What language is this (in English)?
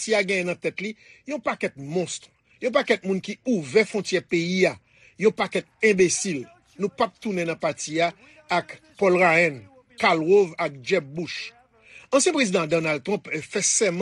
Haitian Creole